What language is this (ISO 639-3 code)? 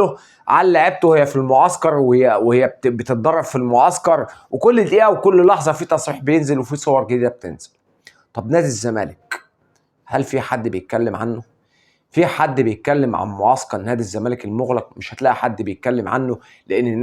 arz